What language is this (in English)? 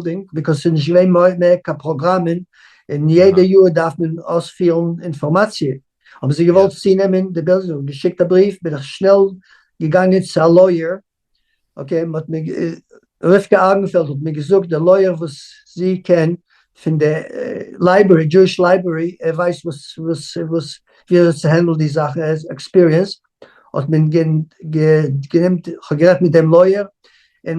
Yiddish